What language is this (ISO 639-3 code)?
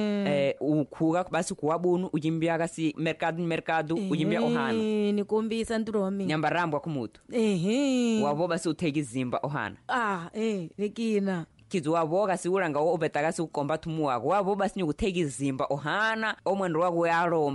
tso